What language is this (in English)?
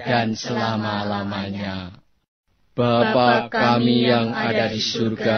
Indonesian